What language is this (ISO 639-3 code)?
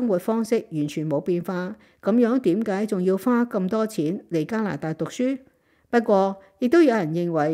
yue